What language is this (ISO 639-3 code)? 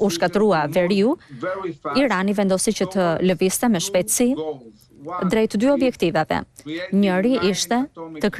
sqi